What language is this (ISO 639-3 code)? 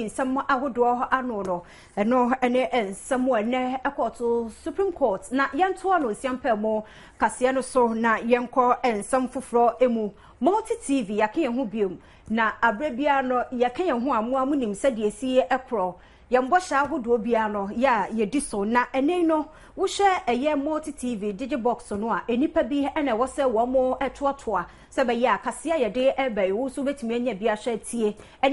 aka